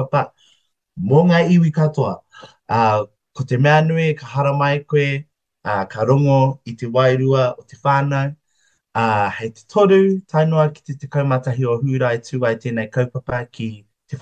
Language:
Māori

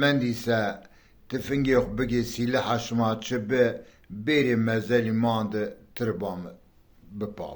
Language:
Zaza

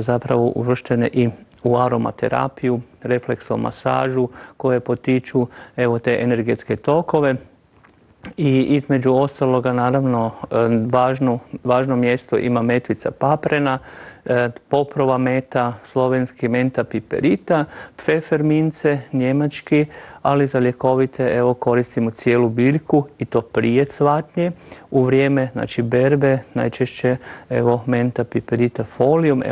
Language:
Croatian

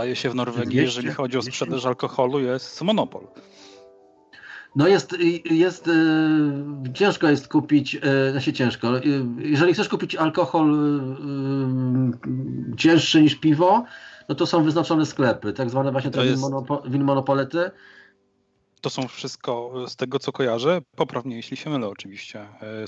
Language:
Polish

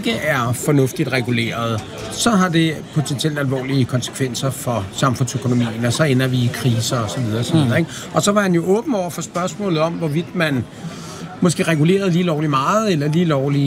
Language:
Danish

